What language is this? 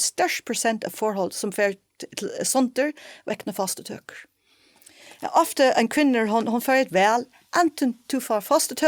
Faroese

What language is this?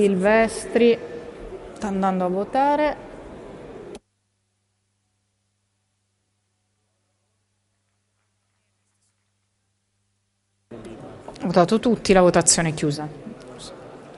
Italian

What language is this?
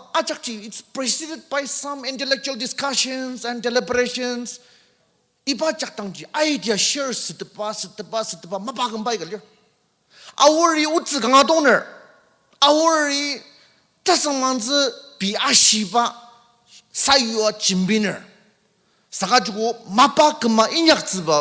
Ao Naga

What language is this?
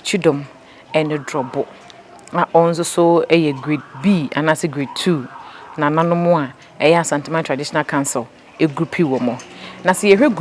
Akan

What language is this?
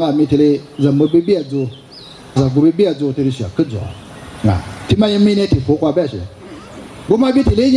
Lisu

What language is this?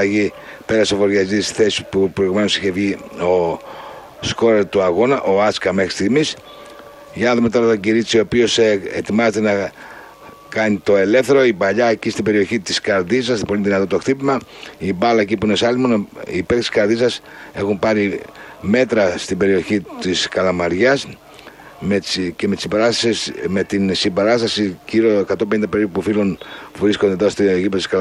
Greek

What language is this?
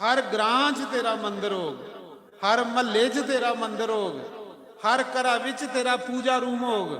Dogri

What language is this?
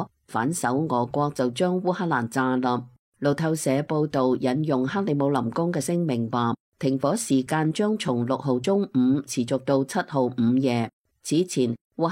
Cantonese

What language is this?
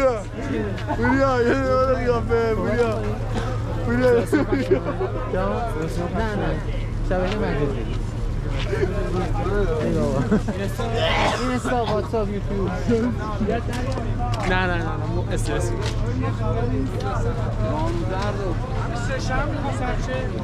Persian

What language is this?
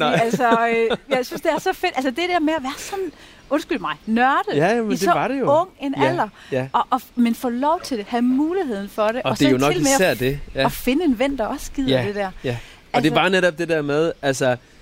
Danish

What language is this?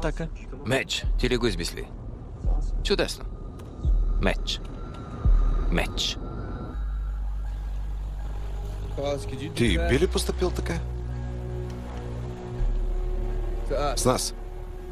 Bulgarian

